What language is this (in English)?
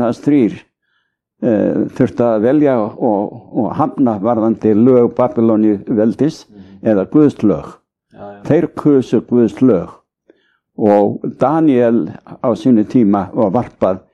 Icelandic